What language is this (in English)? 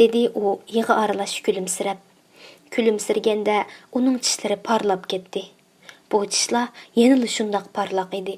Uyghur